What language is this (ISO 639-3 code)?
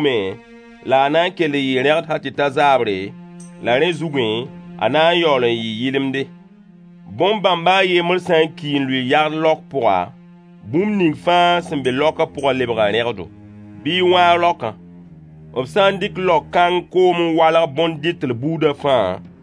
mos